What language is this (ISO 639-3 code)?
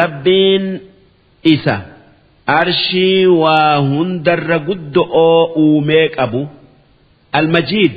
orm